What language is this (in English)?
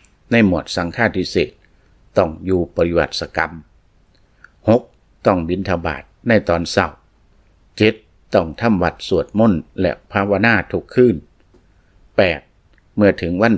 Lao